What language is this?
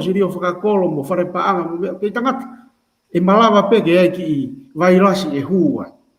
Tongan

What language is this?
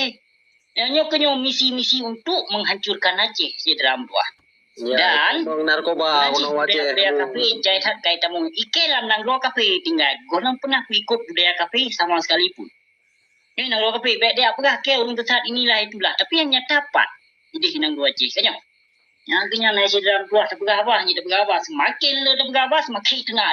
Achinese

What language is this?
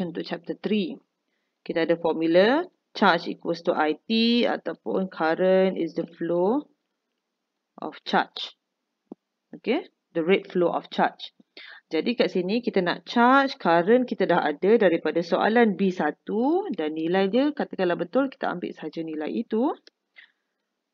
Malay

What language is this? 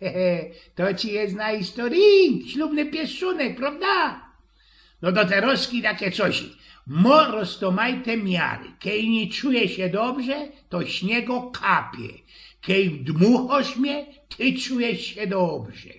Silesian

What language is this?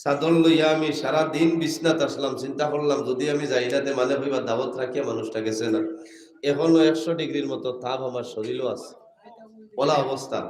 Sylheti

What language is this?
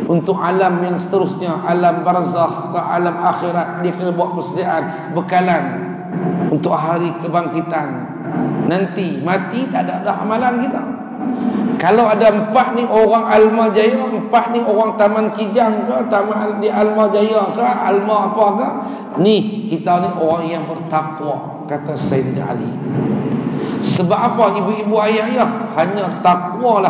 Malay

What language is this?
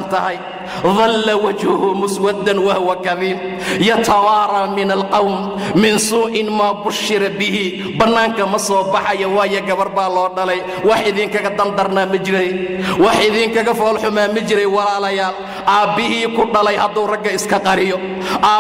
Somali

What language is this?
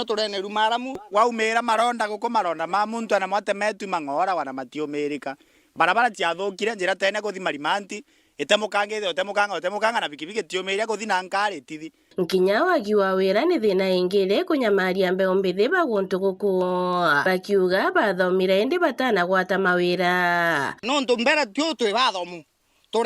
Meru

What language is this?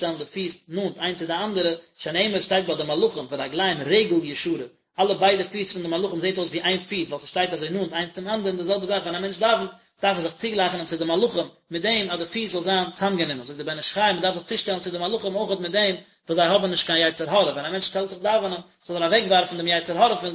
Yiddish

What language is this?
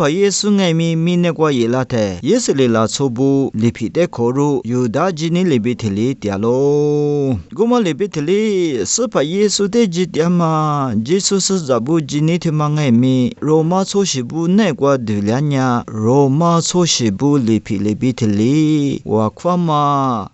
Lisu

